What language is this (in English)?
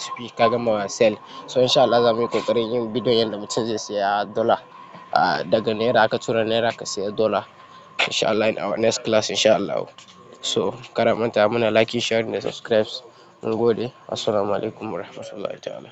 Hausa